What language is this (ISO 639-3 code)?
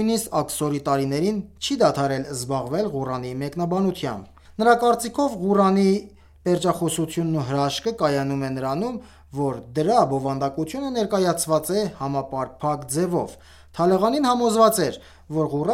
hye